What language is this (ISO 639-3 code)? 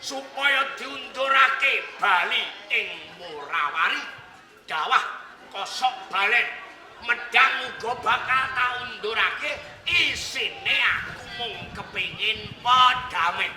jav